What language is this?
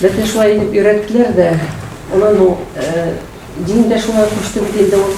Bashkir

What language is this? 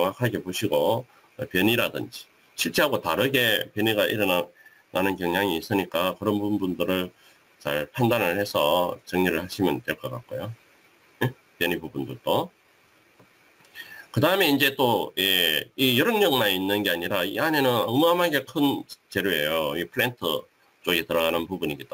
Korean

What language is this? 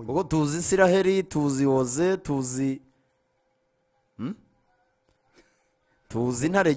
Kinyarwanda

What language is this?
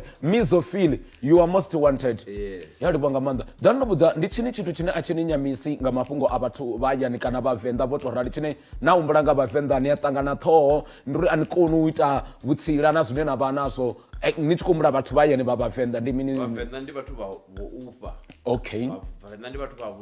Venda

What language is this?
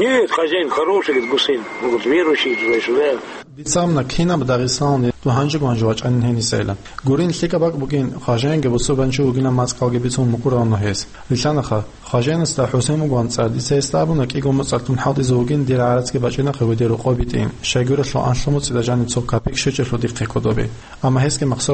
Avaric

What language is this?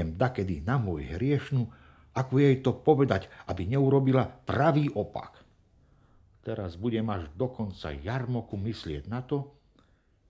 Slovak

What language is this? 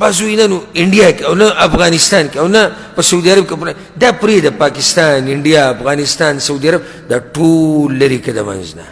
Pashto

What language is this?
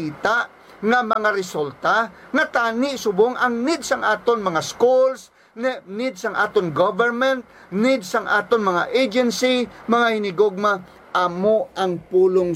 Hiligaynon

